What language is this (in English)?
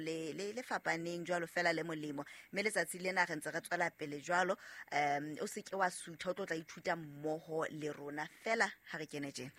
Southern Sotho